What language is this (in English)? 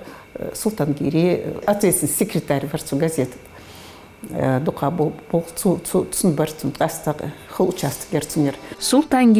Ingush